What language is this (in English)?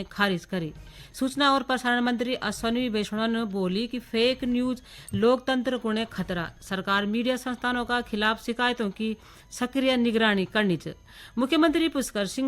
Garhwali